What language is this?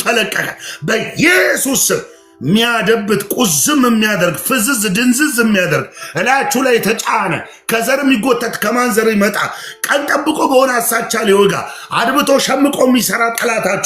Amharic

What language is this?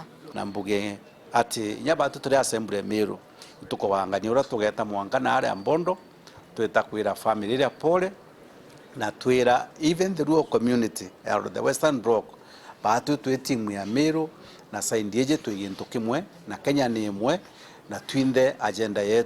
Meru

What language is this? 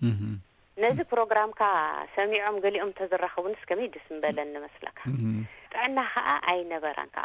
Tigrinya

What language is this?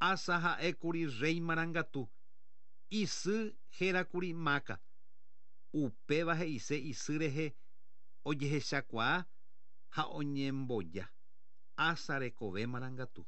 Guarani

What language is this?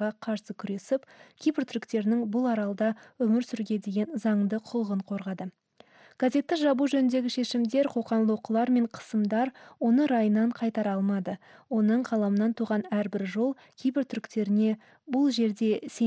Kazakh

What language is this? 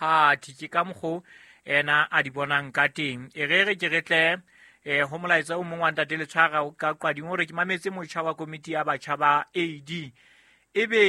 Southern Sotho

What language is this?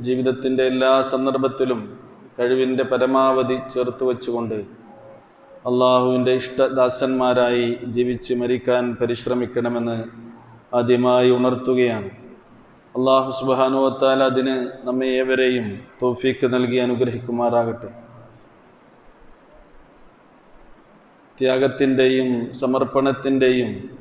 Malayalam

